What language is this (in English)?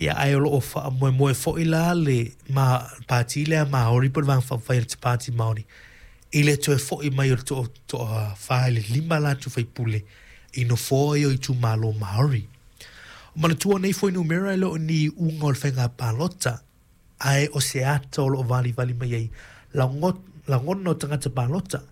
Samoan